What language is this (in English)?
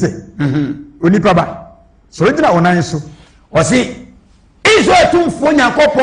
Akan